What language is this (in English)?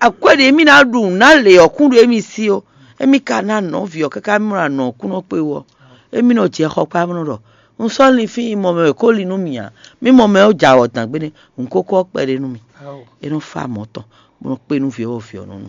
Fon